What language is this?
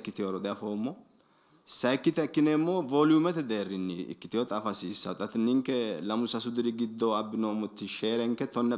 Sidamo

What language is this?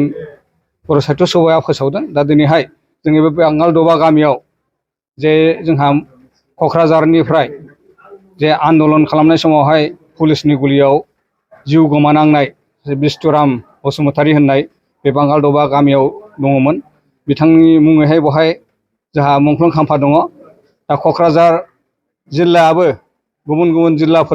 Bodo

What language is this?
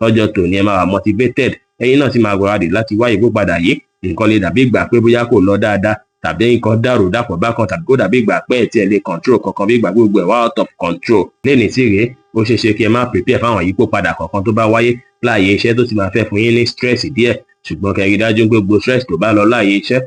Yoruba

